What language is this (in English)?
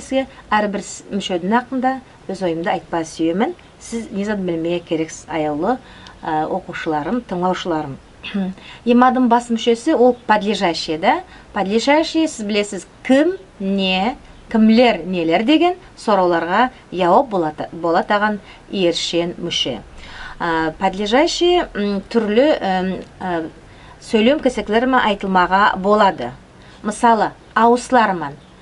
Nogai